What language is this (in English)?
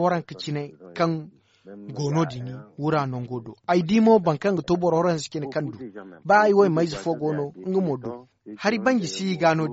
Zarma